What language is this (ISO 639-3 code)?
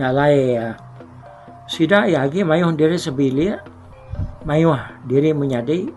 iba